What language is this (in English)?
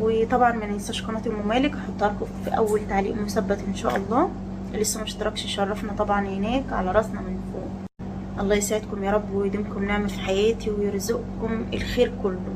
Egyptian Arabic